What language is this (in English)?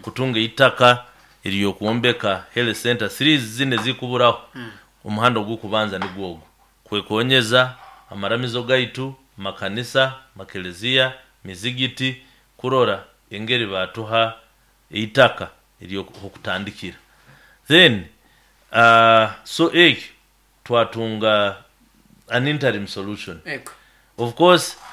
Nyoro